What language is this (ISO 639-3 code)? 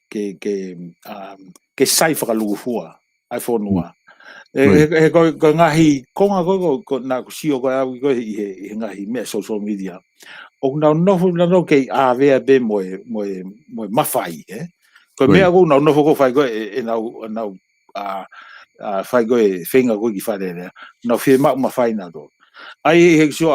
ton